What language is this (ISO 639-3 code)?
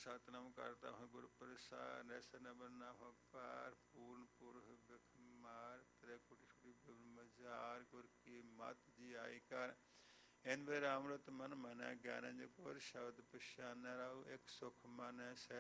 pan